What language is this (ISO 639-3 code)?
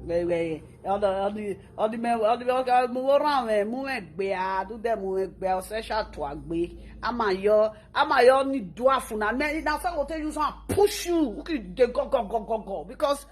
pcm